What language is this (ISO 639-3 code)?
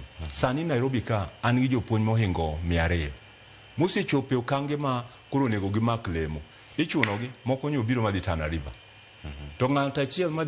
luo